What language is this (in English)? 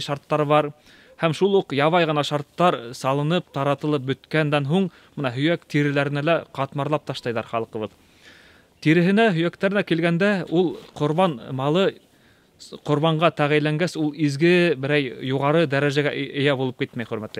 Bashkir